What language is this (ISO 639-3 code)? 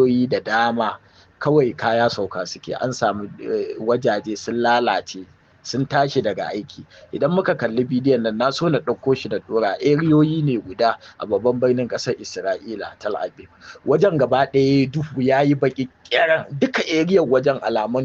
hau